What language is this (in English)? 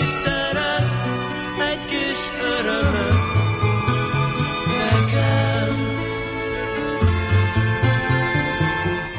Hungarian